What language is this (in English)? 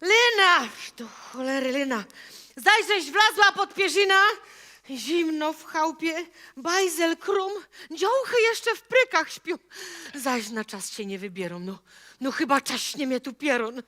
Silesian